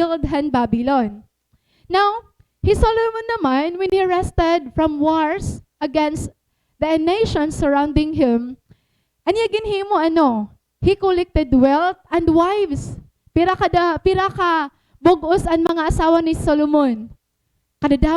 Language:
Waray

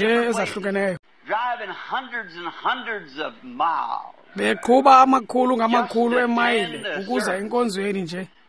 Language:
Xhosa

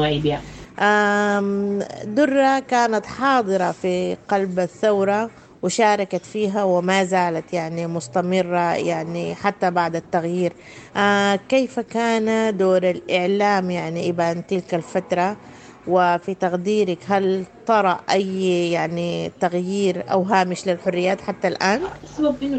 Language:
Sudanese Arabic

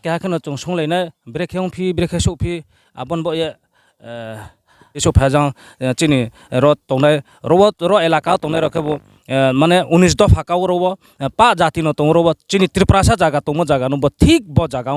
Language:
Riang (India)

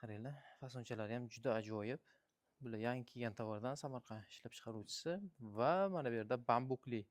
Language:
Uzbek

